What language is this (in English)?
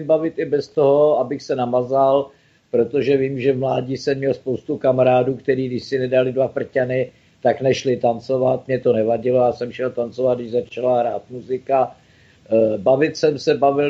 Czech